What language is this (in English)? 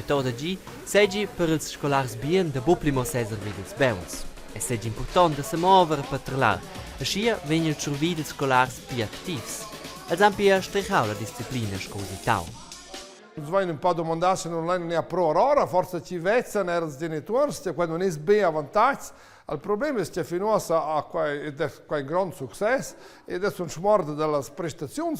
Romansh